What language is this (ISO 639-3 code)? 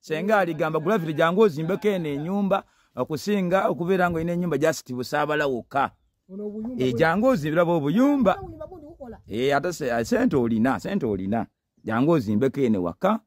lug